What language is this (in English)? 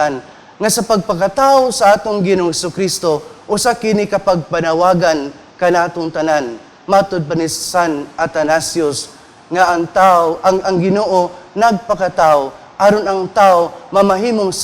Cebuano